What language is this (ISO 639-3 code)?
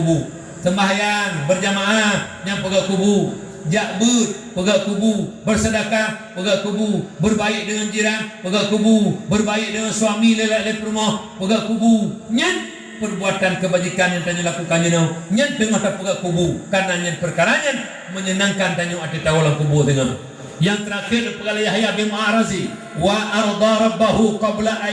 ace